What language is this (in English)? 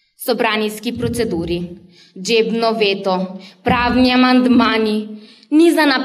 Macedonian